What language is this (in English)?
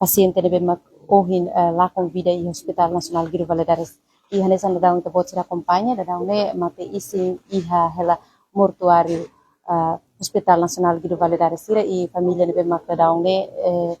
Tetum